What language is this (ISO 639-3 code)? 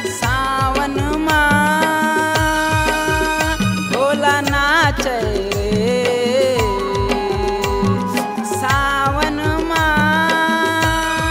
hne